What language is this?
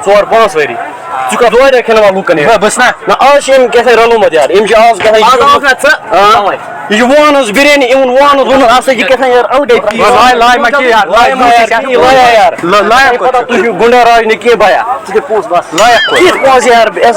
Kashmiri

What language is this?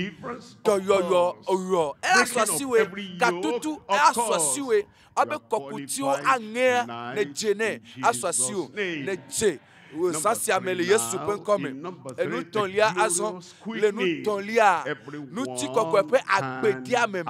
Ewe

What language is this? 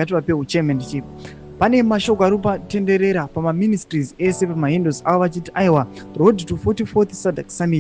Shona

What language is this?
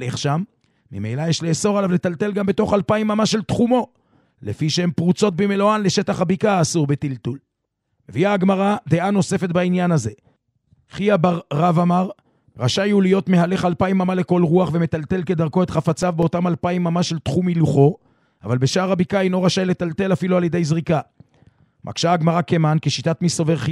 Hebrew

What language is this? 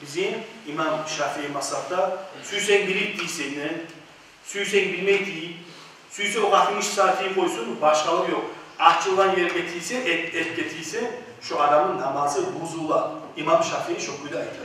Kumyk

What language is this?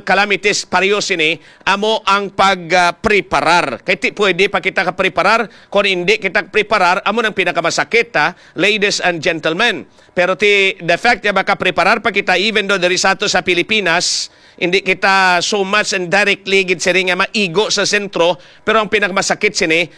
Hiligaynon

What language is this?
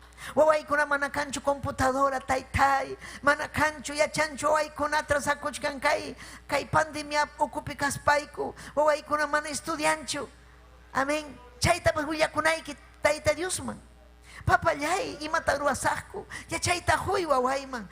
Ayacucho Quechua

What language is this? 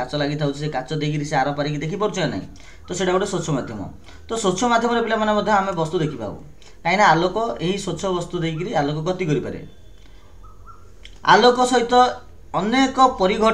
Odia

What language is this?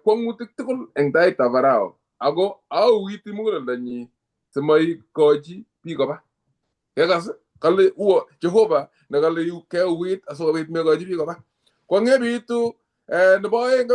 Kalenjin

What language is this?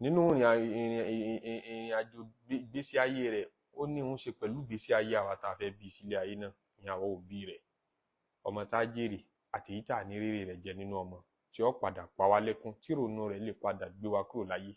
Yoruba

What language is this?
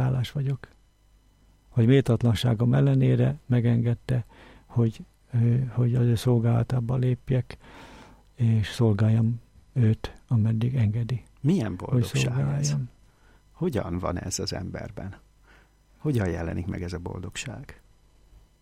Hungarian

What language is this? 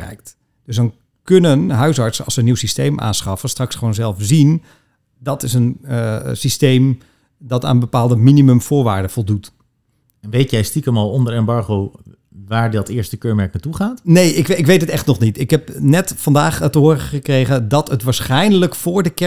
Dutch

